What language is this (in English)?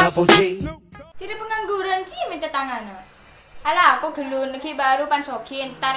Madurese